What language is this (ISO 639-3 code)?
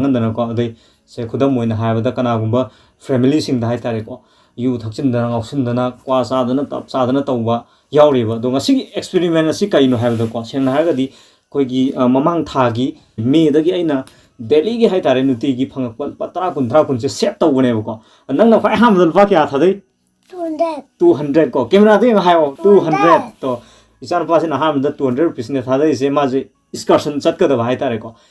mni